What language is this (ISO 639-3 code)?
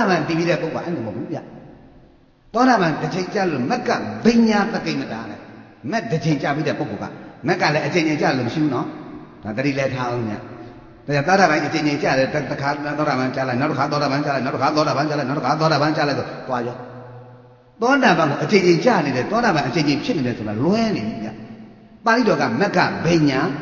mya